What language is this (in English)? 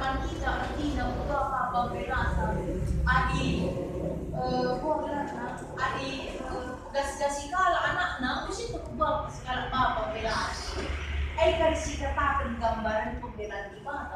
Batak Karo